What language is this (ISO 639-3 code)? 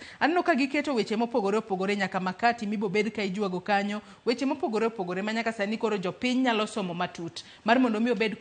luo